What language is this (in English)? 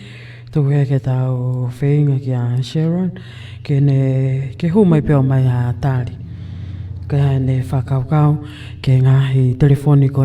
Tongan